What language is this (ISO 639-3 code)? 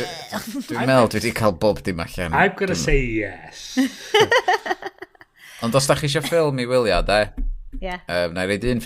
cym